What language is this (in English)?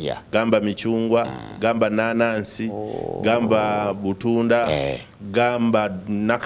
Ganda